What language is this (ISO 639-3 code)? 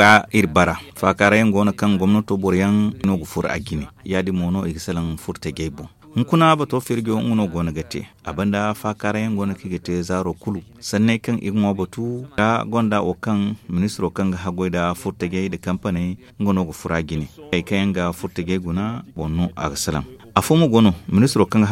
dje